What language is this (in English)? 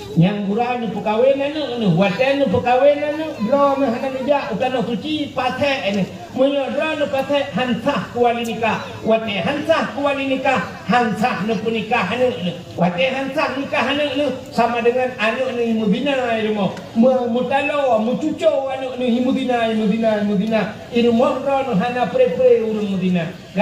Achinese